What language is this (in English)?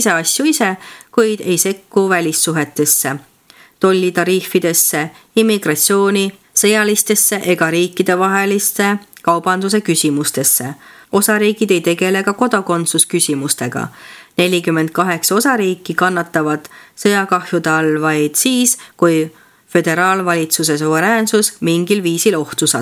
Estonian